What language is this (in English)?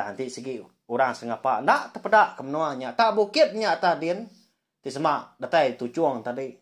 Iban